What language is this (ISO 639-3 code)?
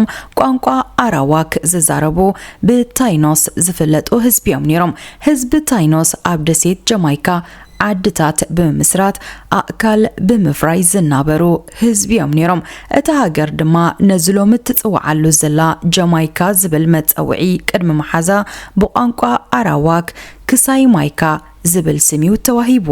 tir